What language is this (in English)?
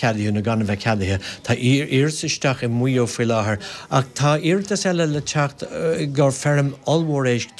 Irish